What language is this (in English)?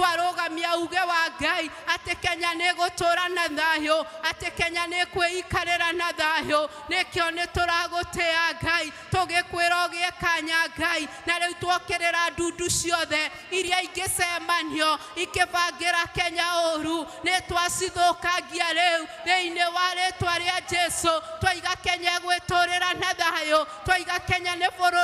Kikuyu